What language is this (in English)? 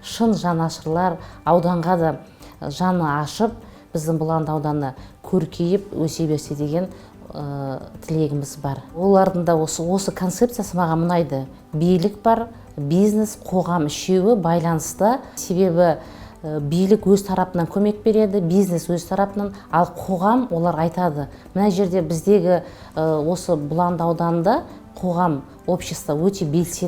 Kazakh